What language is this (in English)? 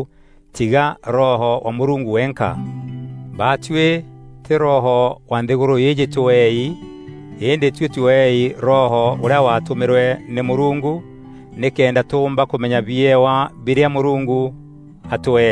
Meru